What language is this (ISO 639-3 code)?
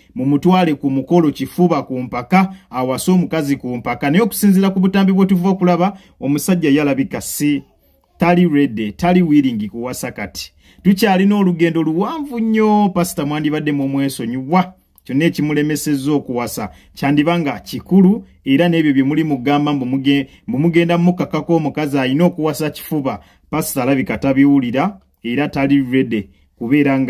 lug